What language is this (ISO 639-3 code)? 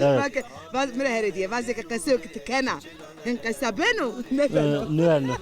zza